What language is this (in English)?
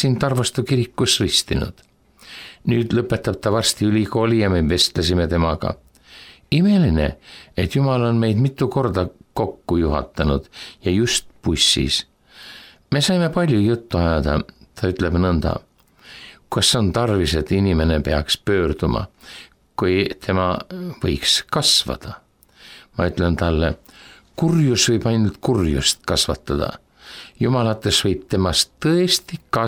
Estonian